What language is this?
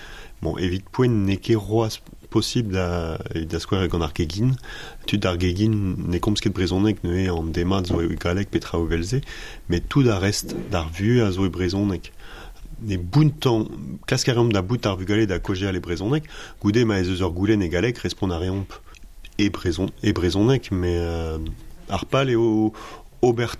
Breton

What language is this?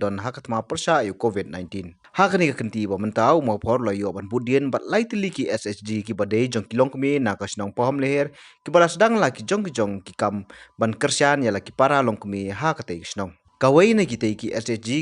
Khasi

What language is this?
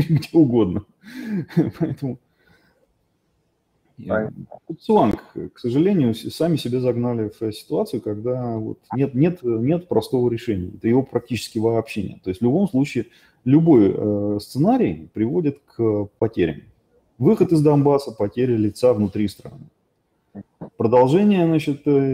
Russian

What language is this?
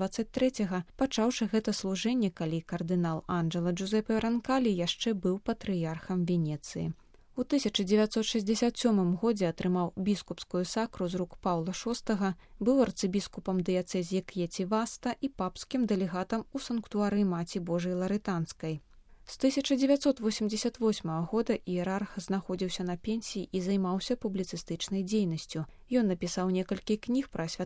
Belarusian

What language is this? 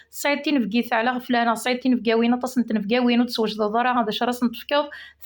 Kabyle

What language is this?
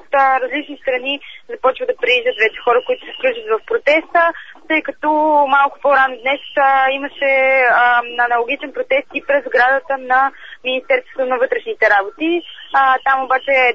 Bulgarian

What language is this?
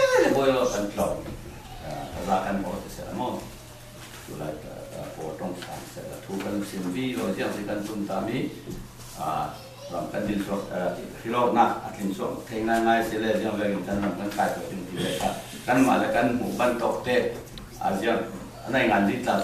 Falam Chin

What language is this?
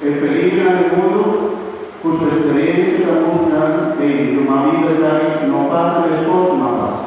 Papiamento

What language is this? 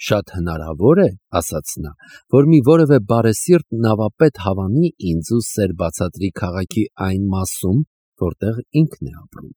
Armenian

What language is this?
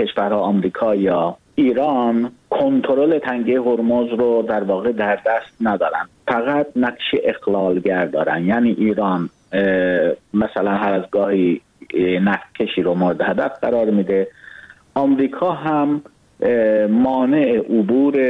Persian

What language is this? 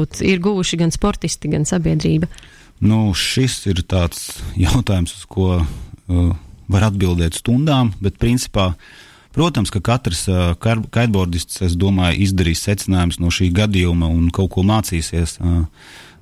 Latvian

